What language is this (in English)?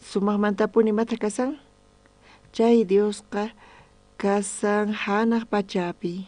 South Bolivian Quechua